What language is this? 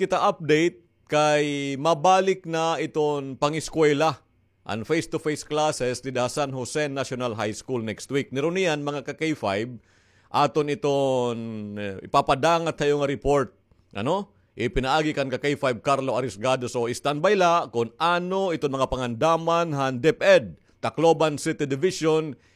Waray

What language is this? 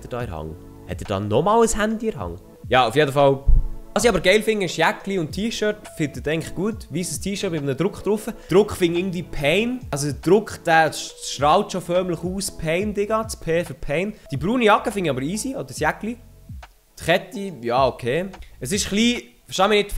Swiss German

